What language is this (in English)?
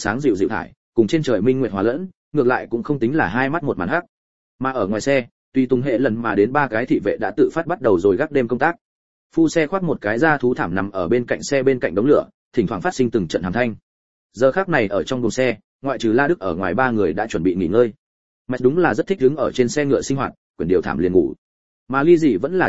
Vietnamese